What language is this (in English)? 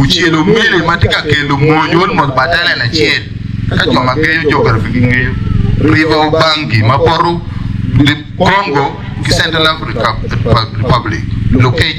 Acoli